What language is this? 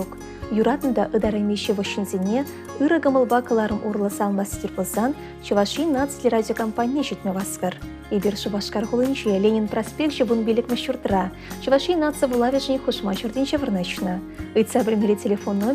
Chuvash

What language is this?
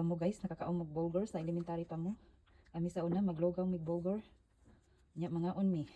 Cebuano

